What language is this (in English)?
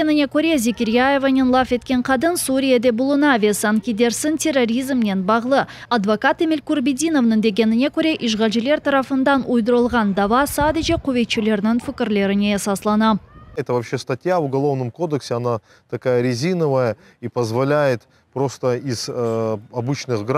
Crimean Tatar